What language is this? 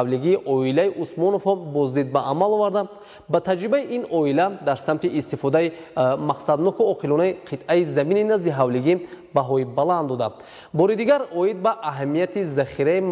Tajik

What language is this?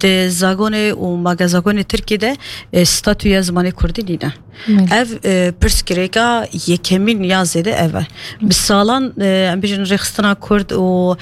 Kurdish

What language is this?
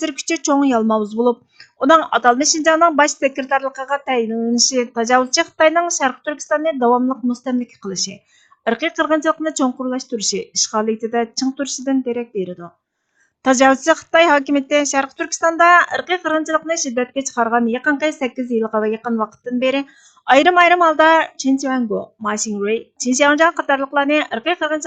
Uyghur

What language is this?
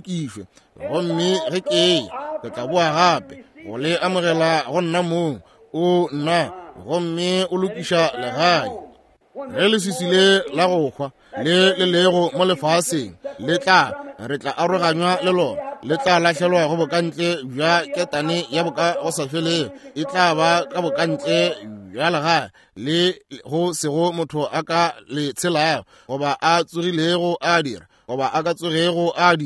Northern Sotho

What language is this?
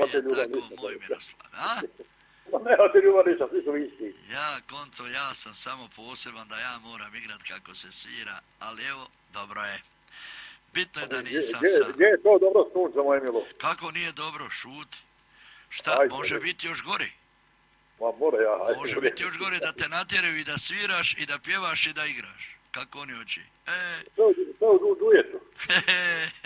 Croatian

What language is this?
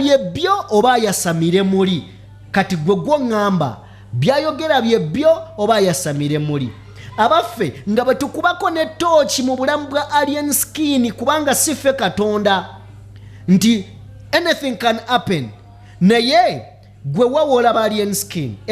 Ganda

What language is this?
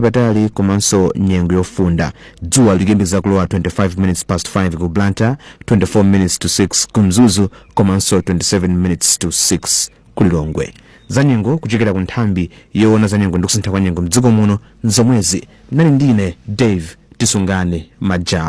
Nyanja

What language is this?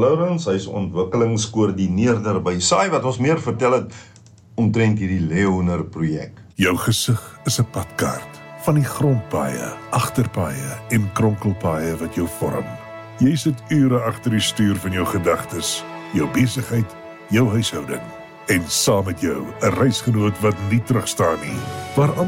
Afrikaans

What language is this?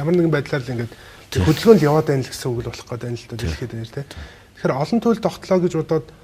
Mongolian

